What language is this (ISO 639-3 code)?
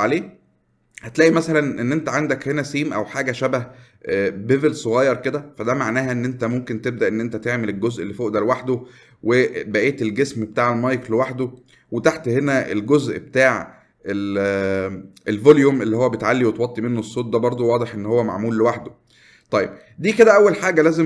arz